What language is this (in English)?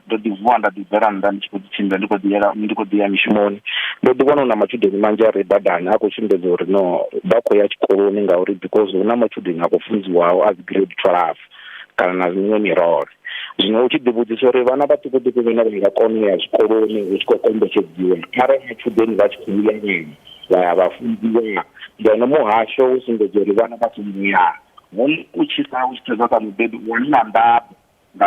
Venda